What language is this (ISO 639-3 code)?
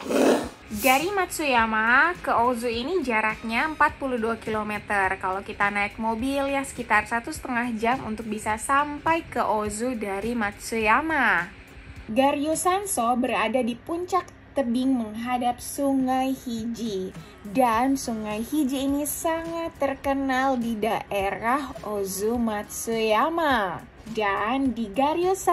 ind